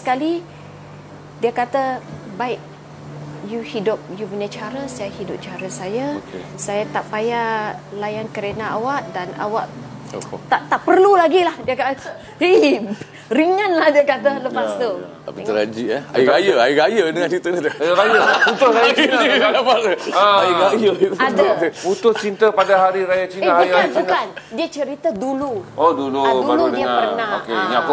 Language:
Malay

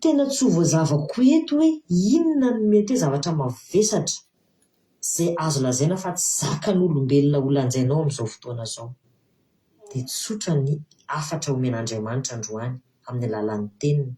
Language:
Malagasy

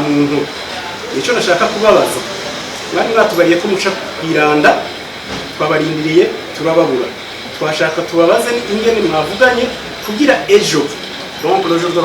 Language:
Rundi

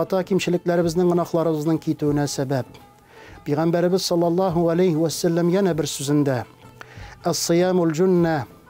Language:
Tatar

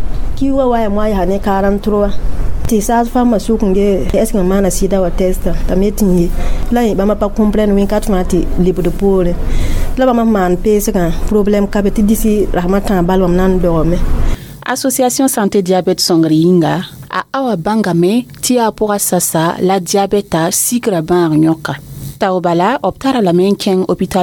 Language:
Mossi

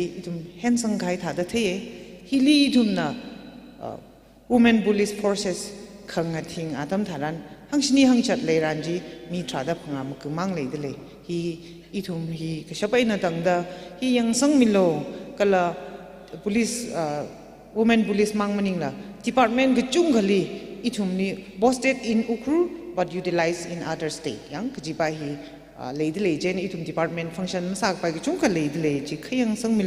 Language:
Tangkhul Naga (India)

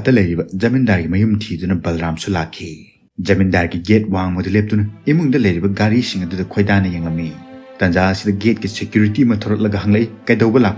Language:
Manipuri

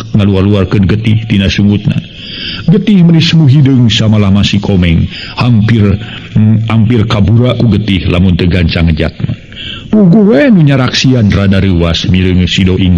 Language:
Sundanese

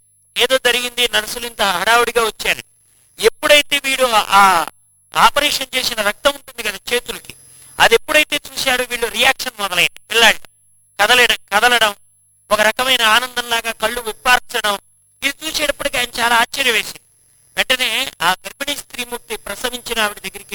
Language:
Telugu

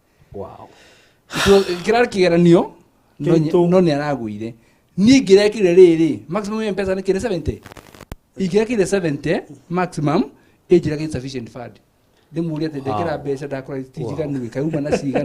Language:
Kikuyu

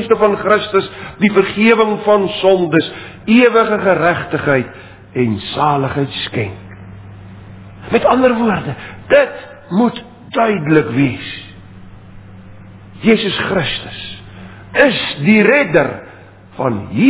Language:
Afrikaans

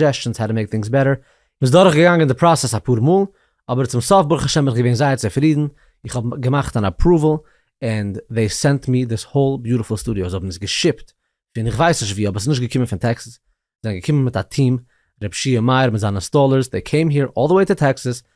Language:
Yiddish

